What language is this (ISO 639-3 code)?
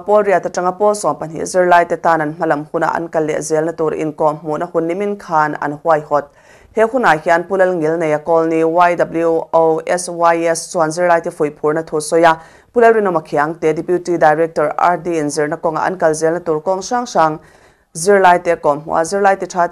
lus